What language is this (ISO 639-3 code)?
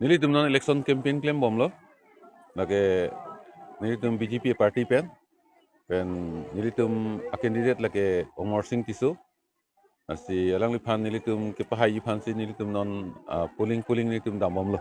mjw